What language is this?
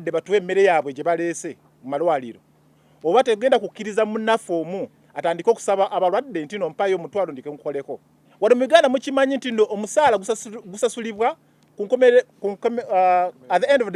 Ganda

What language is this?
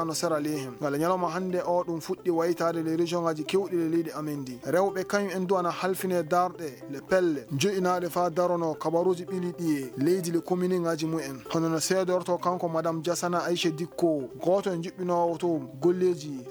Fula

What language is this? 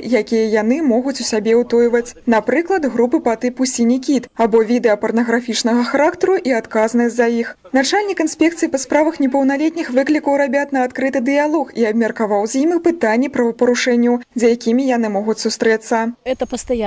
Belarusian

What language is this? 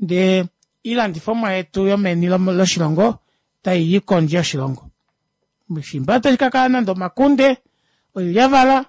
Kuanyama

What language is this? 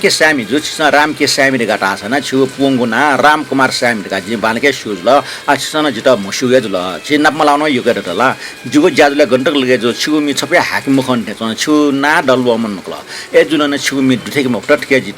Newari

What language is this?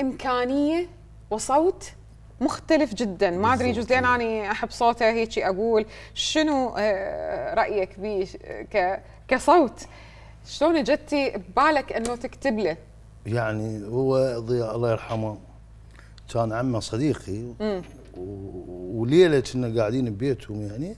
Mesopotamian Arabic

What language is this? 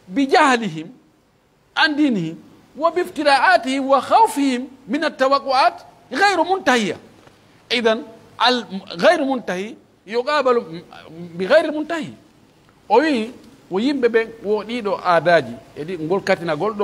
Pular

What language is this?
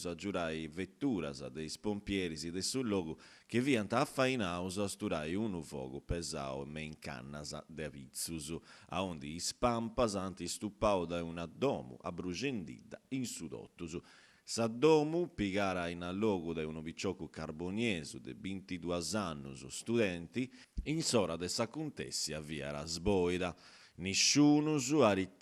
Sardinian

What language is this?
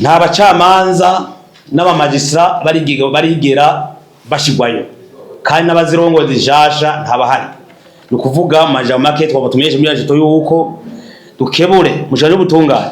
Rundi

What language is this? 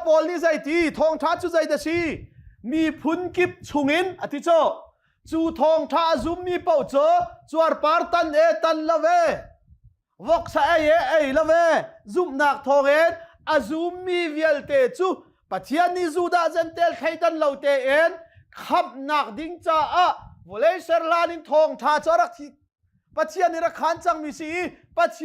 Hakha Chin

